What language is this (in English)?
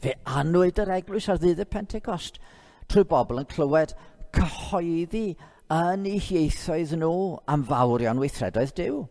Welsh